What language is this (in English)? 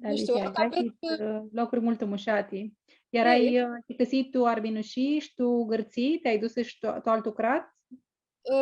Aromanian